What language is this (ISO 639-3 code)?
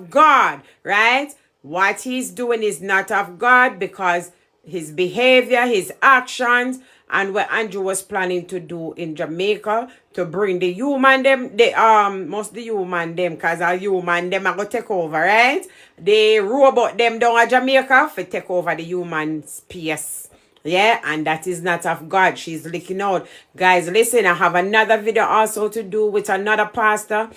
jam